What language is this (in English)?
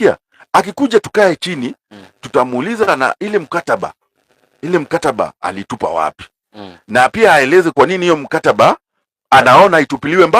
Swahili